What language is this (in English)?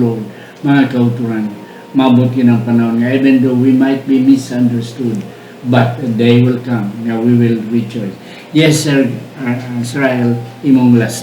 Hiligaynon